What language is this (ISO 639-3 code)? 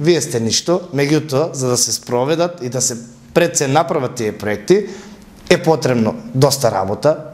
mkd